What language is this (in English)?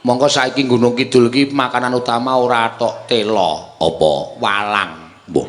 Javanese